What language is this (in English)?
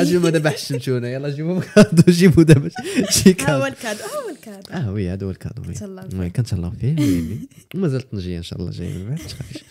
Moroccan Arabic